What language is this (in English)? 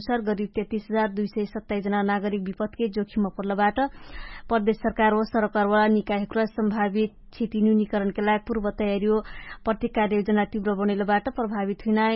Dangaura Tharu